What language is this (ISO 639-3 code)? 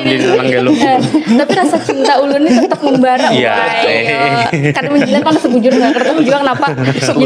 bjn